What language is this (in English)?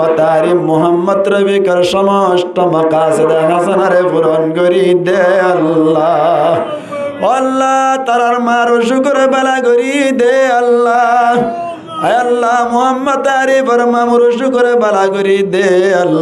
Rohingya